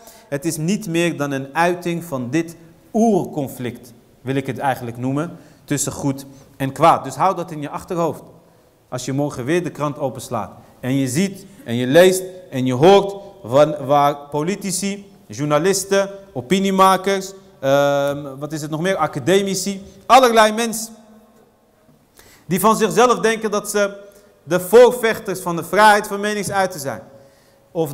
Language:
Dutch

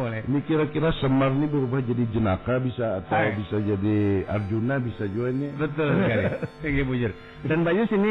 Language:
Banjar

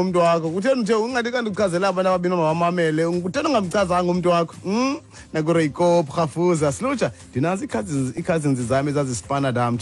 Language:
Xhosa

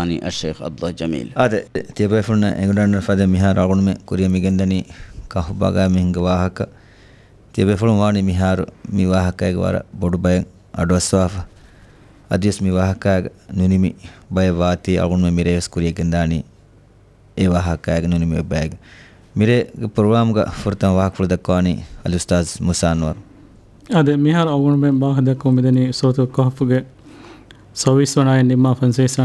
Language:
Divehi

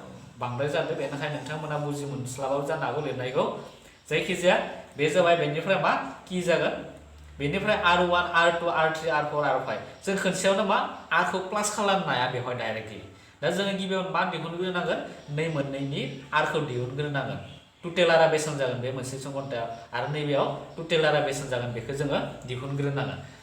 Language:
Bodo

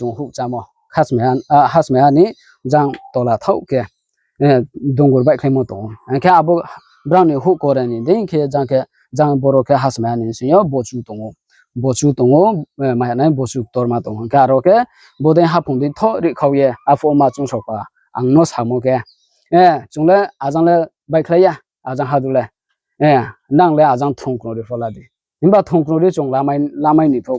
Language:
Riang (India)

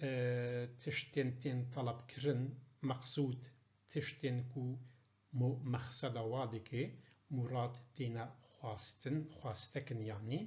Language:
Kurdish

